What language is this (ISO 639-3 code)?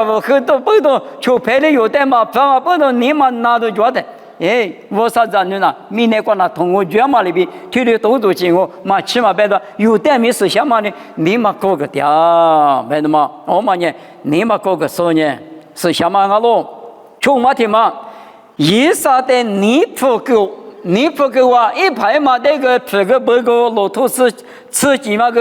lis